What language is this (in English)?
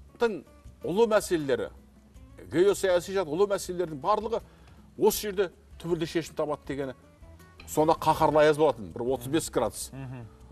Kazakh